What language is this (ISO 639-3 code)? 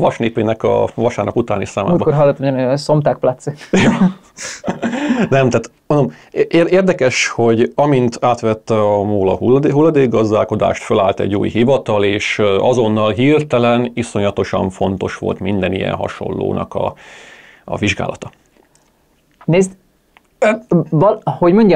hun